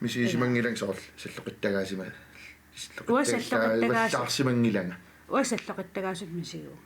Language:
Kalaallisut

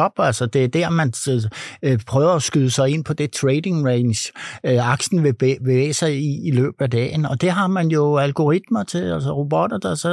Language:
Danish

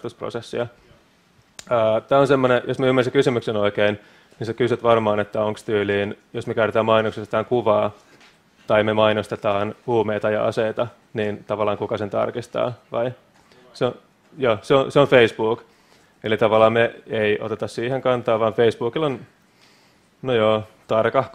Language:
Finnish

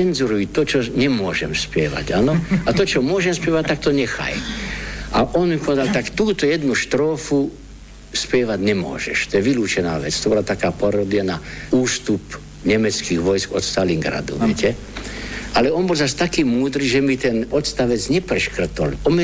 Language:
Slovak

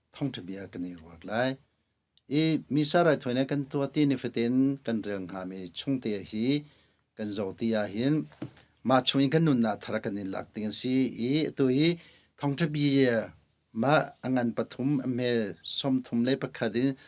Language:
Hakha Chin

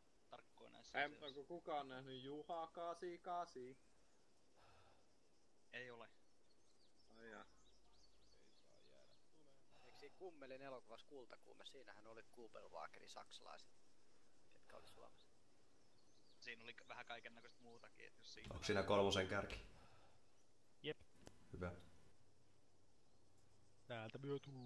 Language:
Finnish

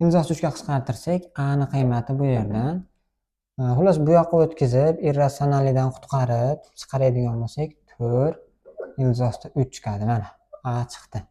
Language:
Uzbek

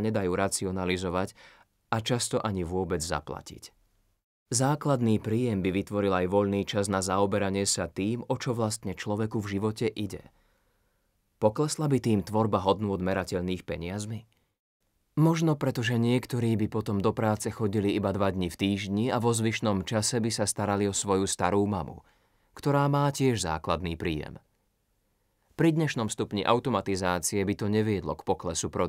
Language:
Slovak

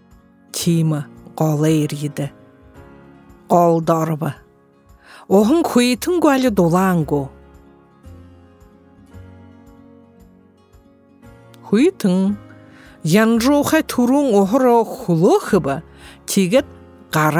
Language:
Buriat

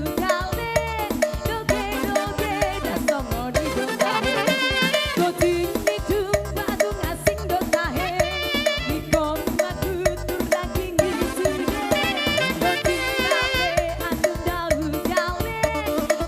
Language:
Batak Toba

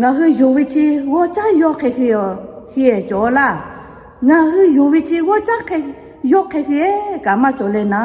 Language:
Lahu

